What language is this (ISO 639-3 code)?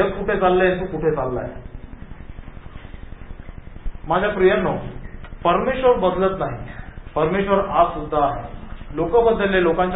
mar